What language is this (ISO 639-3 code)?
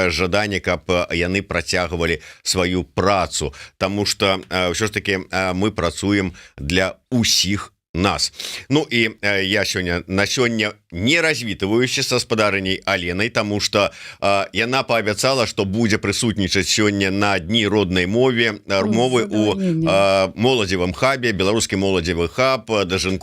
bel